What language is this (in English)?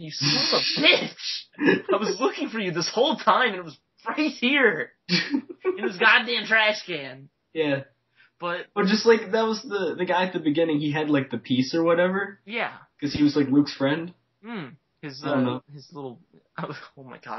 English